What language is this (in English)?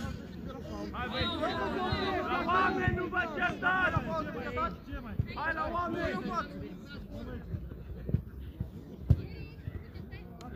Romanian